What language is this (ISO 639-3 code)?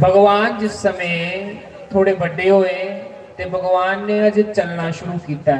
doi